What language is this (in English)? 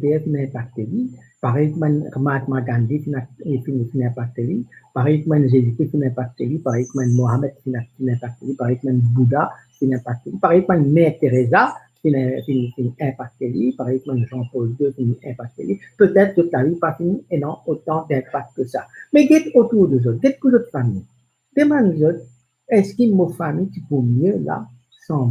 Morisyen